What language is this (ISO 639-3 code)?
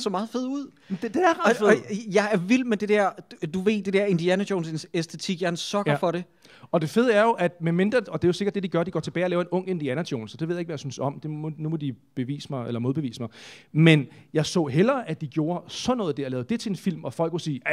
dan